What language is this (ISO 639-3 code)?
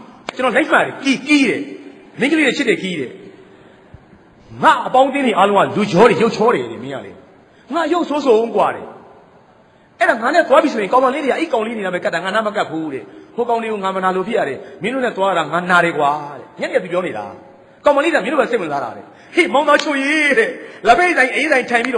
mya